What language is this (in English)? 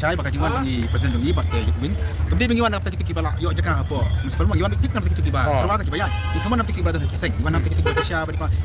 Khasi